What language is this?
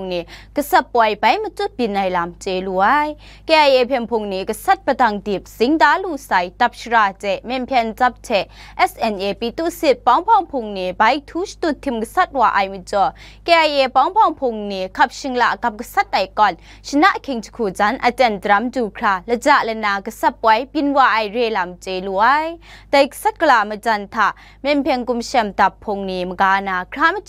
Kachin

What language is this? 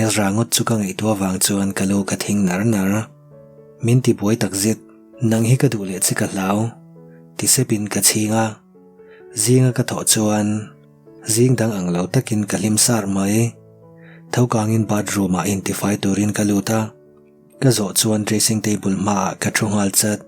Mizo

